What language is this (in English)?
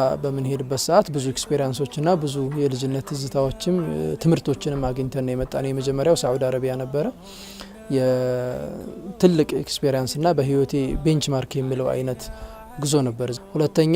Amharic